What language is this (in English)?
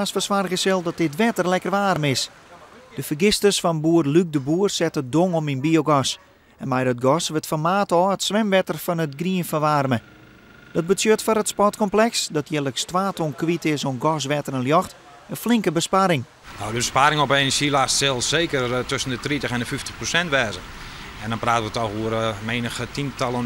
Western Frisian